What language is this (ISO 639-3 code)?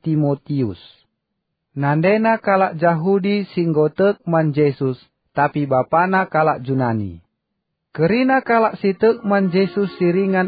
btx